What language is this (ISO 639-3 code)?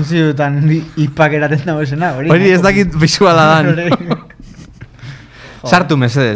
eus